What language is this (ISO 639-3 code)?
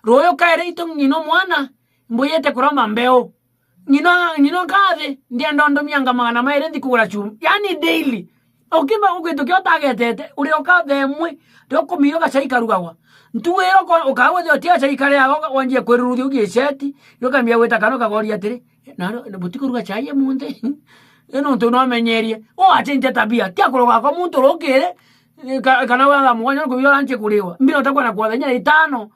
mer